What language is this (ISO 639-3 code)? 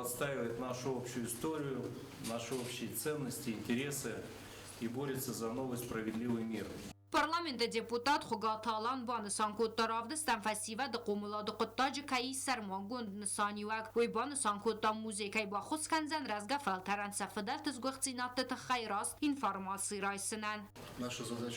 oss